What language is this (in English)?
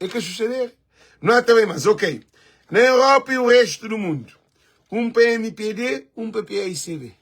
Kabuverdianu